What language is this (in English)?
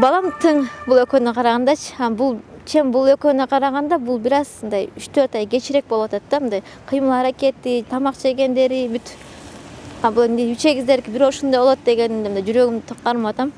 Kyrgyz